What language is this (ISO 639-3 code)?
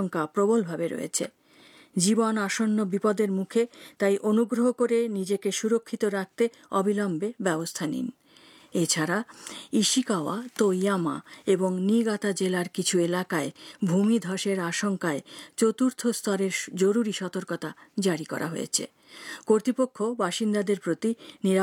ben